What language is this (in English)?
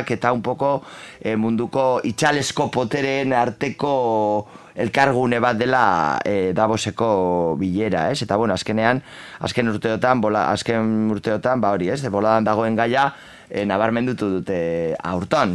Basque